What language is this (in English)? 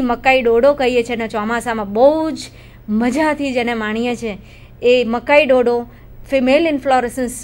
Gujarati